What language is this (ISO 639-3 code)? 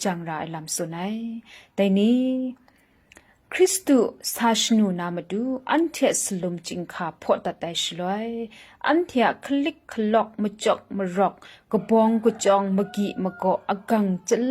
kac